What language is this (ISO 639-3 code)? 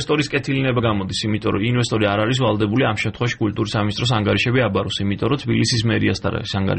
kat